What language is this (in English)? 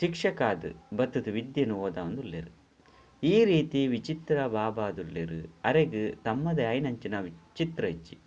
Tulu